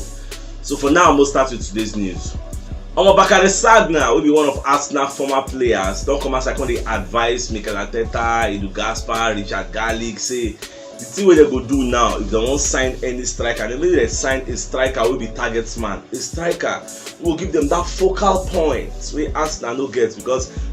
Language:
Nigerian Pidgin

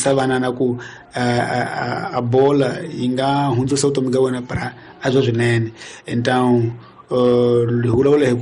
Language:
Tsonga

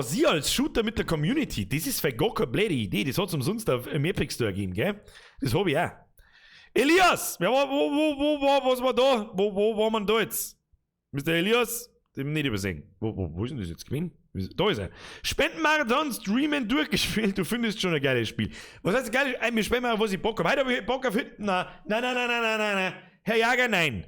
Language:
Bavarian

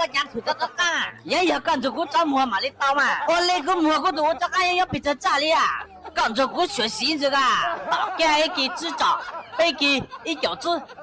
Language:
Hmong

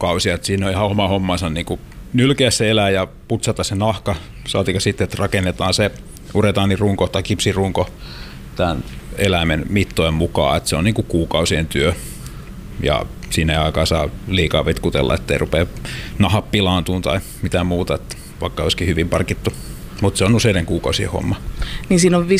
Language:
Finnish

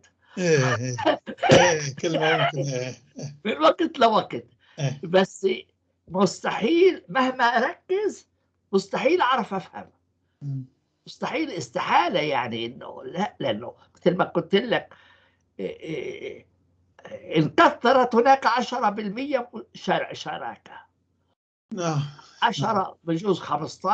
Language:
North Levantine Arabic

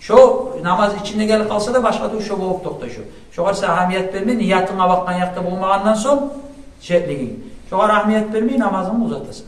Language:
Kumyk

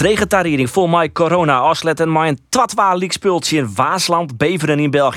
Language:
Western Frisian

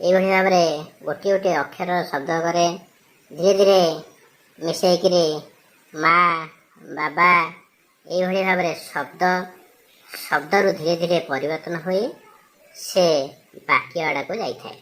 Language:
Odia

